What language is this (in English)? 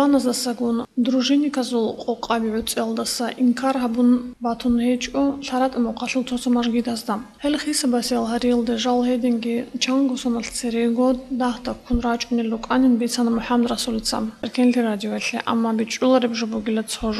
Avaric